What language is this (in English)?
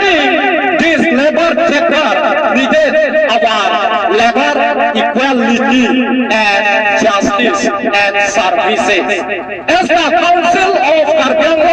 Karbi